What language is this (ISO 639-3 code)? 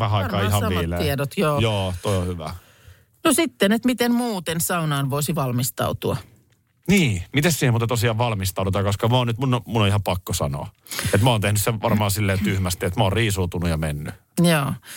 fin